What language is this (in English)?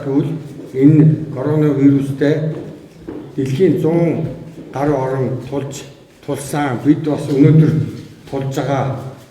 Mongolian